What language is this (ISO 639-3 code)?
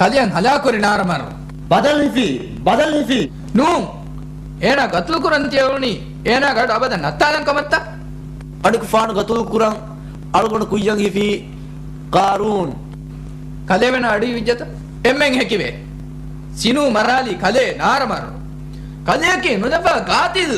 div